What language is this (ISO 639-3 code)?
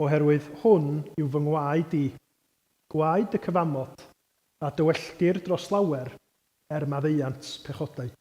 cym